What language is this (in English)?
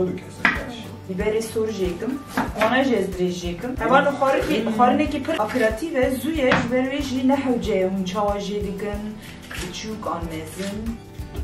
Kurdish